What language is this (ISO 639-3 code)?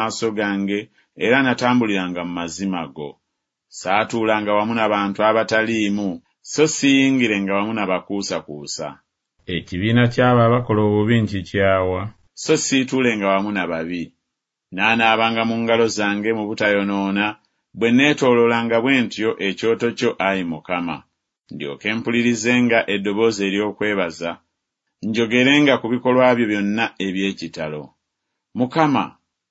lug